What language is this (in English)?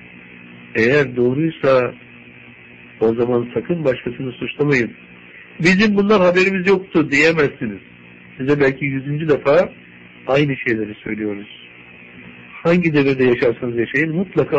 Turkish